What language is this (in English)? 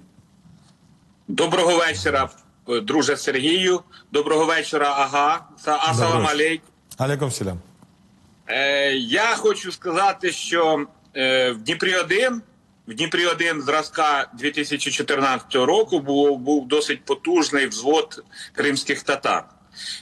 Ukrainian